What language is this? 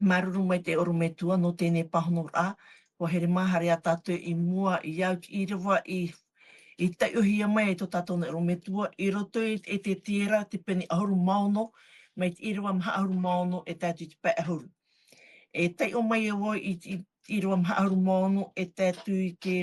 Tahitian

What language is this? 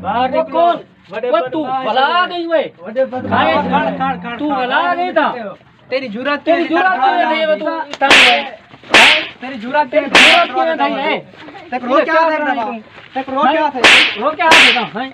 Saraiki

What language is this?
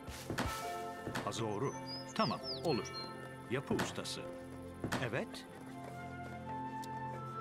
Turkish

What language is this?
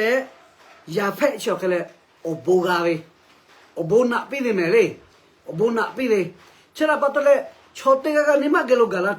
Lahu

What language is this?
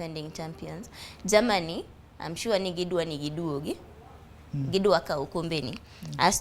Luo (Kenya and Tanzania)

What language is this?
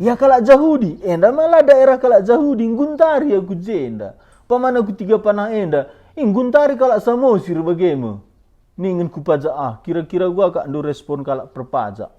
Batak Karo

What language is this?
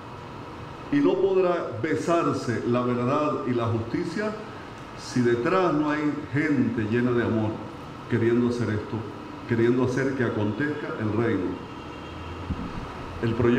Spanish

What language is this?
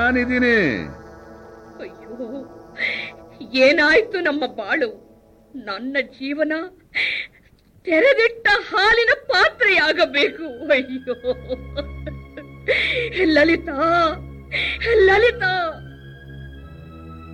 Kannada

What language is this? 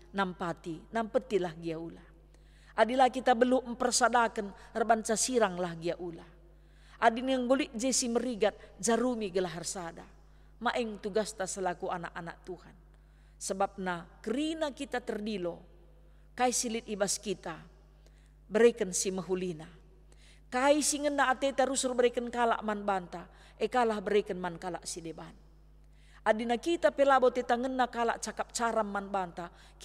Batak Karo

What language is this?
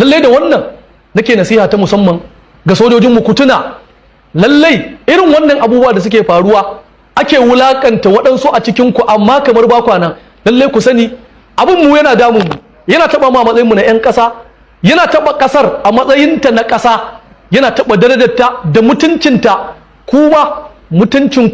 Hausa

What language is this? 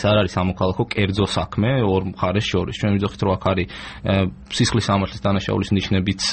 Georgian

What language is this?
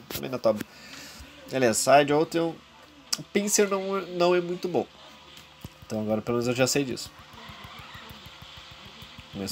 Portuguese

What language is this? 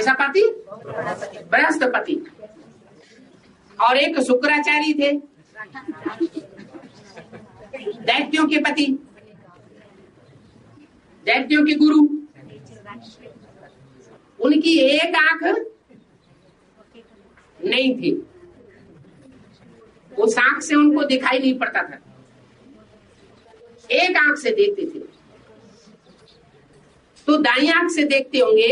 Hindi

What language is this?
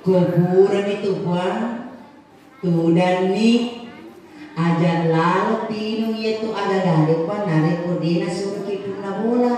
Buginese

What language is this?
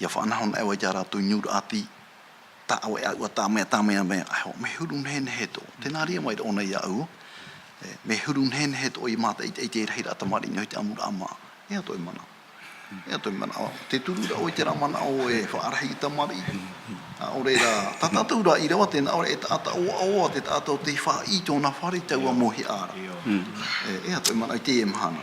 Tahitian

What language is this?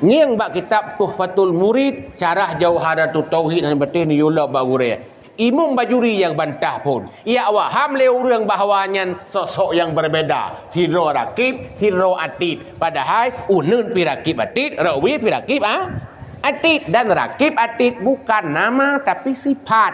Achinese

